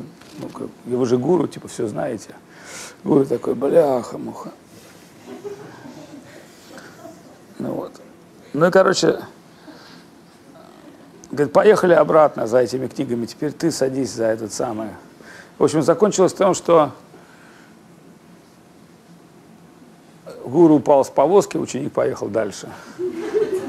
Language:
Russian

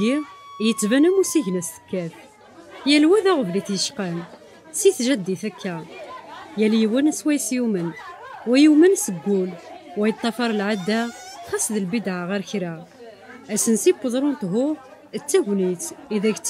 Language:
Kabyle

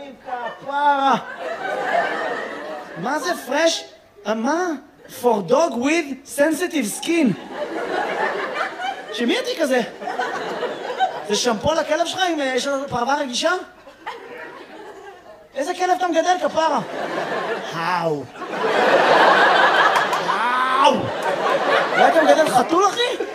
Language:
Hebrew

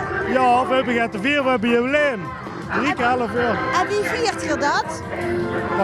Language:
Limburgish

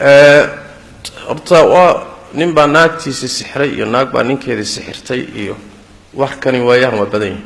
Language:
Somali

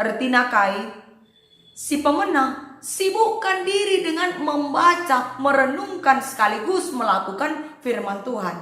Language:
Batak Karo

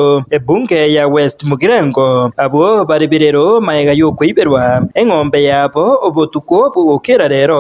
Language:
Gusii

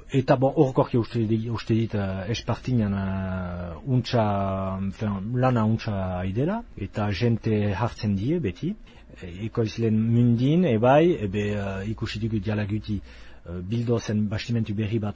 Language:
Basque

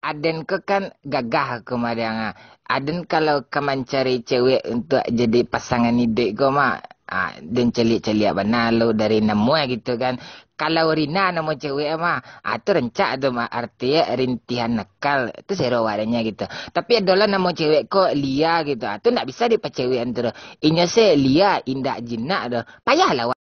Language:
Minangkabau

